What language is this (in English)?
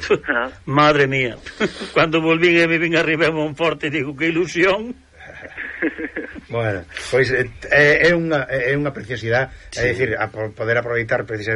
Galician